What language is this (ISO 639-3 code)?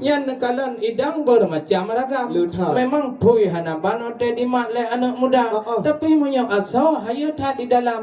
ace